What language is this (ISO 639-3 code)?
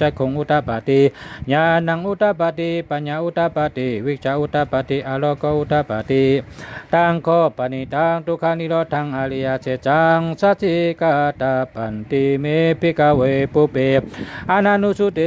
shn